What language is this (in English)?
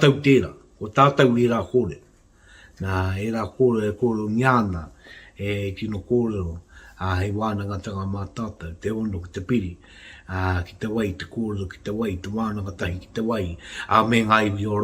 Māori